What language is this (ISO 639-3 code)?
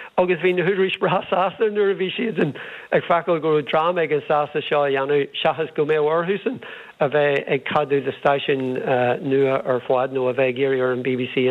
gle